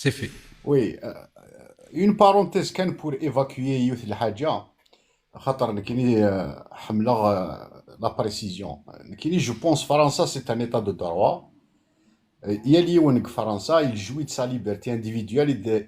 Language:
Kabyle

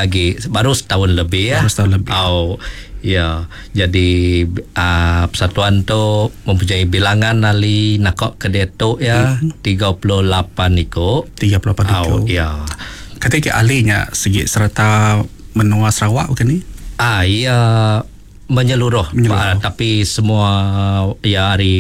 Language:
Iban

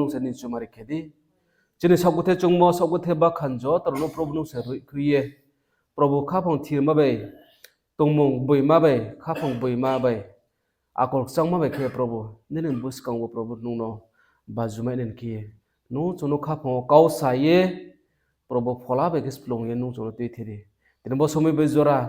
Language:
Riang (India)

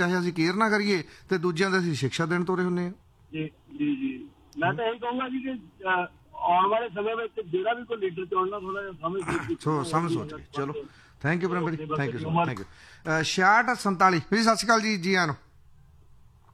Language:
Punjabi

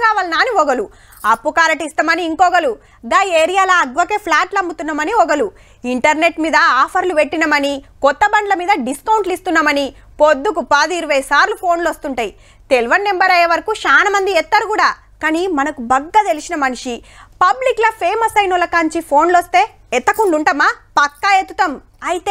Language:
Telugu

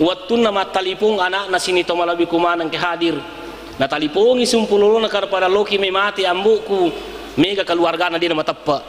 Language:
Buginese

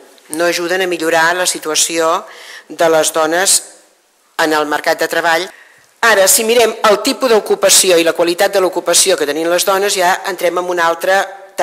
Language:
Catalan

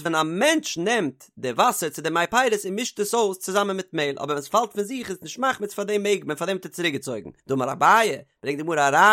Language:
Yiddish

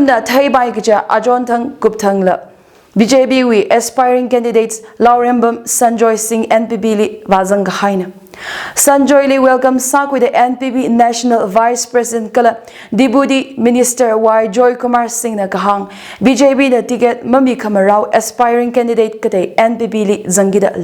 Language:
Tangkhul Naga (India)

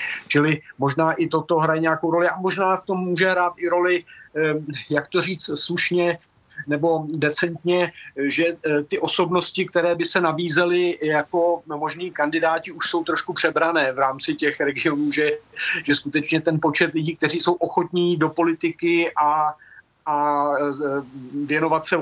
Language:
Czech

